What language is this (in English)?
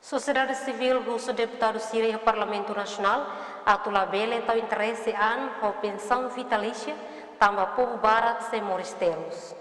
Tetum